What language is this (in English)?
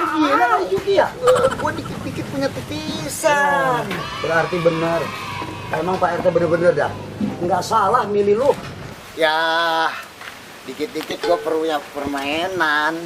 Betawi